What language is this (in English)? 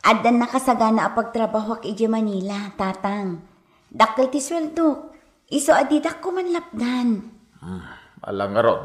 Iloko